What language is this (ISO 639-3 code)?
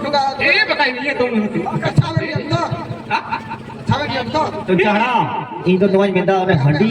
sat